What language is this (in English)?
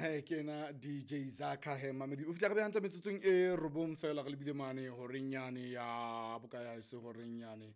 Southern Sotho